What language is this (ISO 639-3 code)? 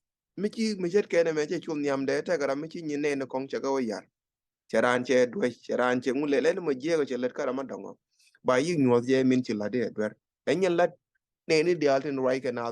nus